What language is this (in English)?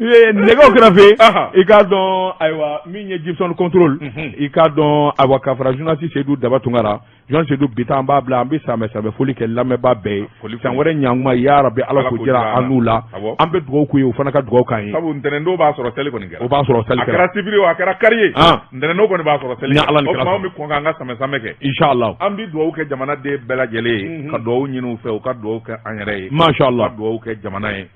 Bambara